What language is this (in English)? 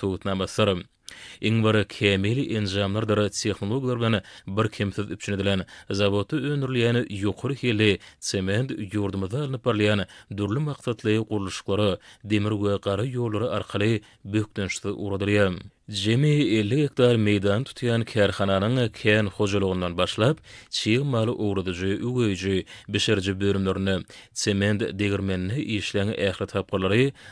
Turkmen